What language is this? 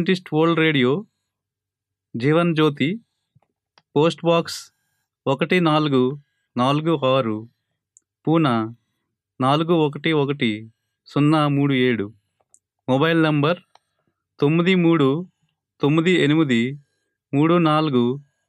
Telugu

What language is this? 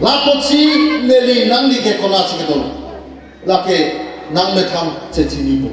Karbi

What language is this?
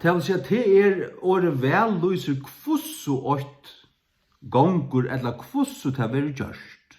Faroese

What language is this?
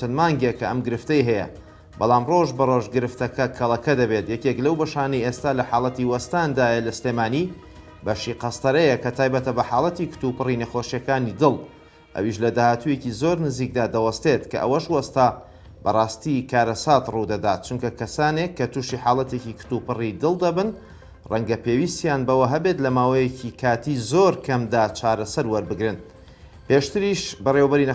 Central Kurdish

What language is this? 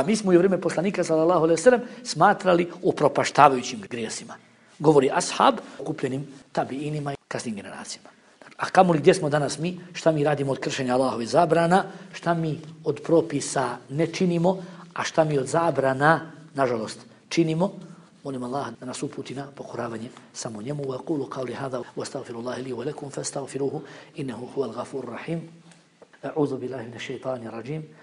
Bosnian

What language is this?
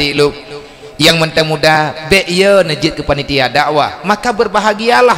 Achinese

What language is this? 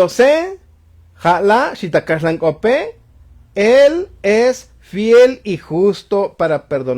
Tzotzil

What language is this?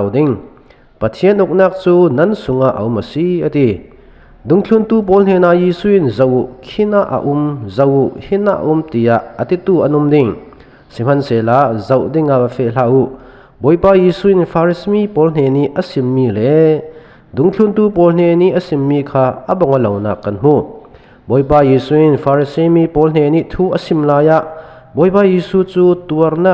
Falam Chin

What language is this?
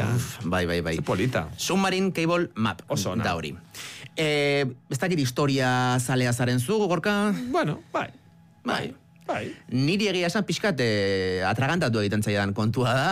Basque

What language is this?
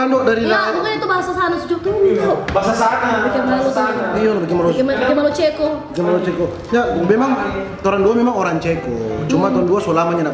Manado Malay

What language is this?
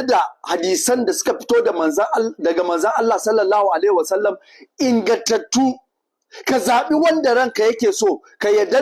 Hausa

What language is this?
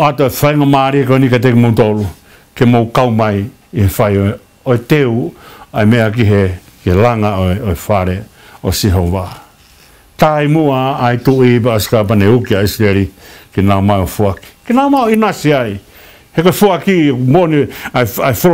Tongan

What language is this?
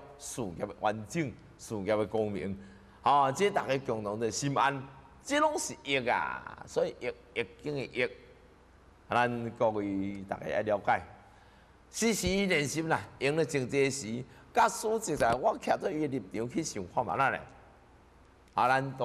Min Nan Chinese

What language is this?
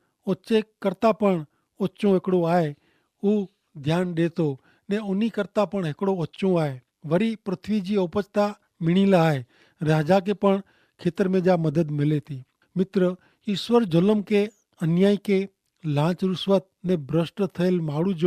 Kachhi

